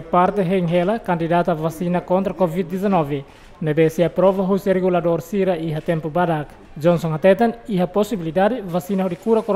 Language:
Tetum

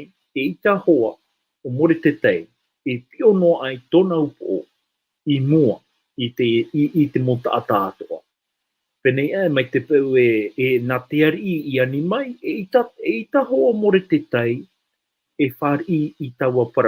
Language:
Tahitian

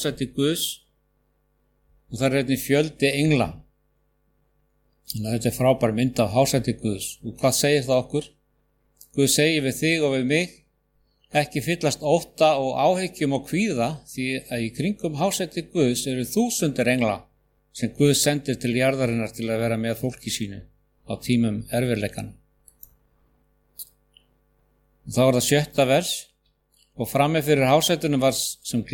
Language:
Icelandic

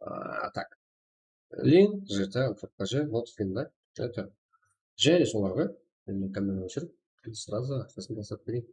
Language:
Kara-Kalpak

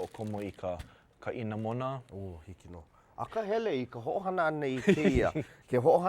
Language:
Hawaiian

